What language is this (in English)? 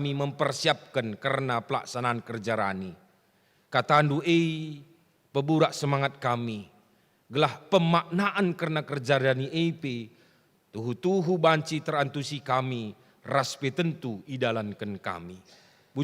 Batak Karo